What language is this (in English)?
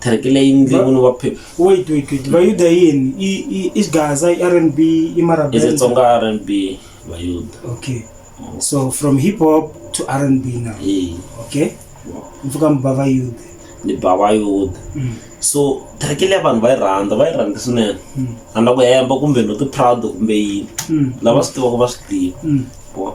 Tsonga